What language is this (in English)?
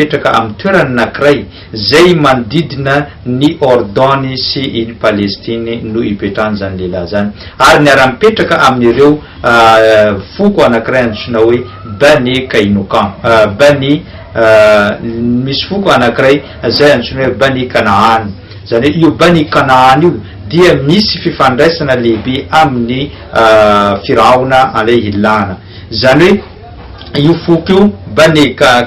Malagasy